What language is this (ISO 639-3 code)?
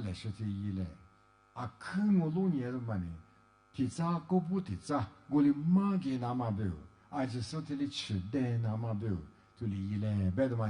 lis